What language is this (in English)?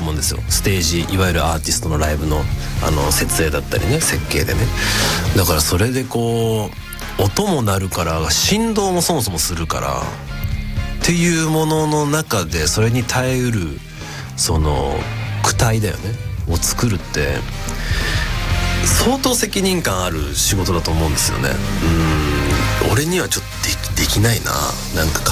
Japanese